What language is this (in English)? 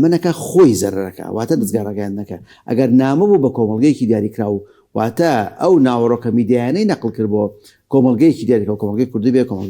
Central Kurdish